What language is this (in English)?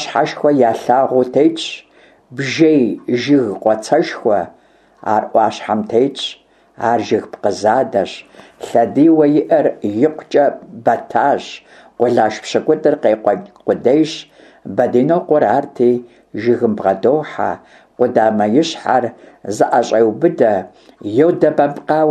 Kabardian